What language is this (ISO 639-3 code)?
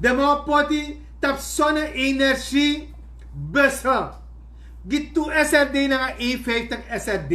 srn